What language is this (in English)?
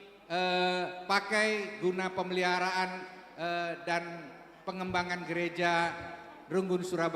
Batak Karo